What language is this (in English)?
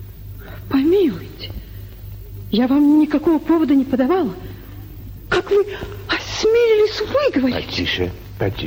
Russian